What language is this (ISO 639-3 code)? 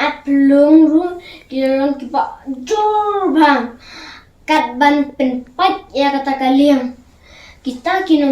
kha